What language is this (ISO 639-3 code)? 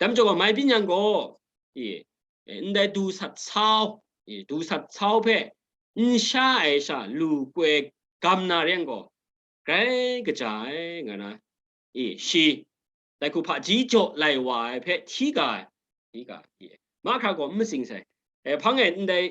kac